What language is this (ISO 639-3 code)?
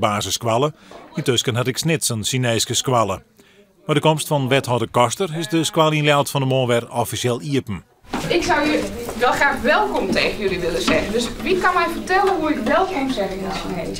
fry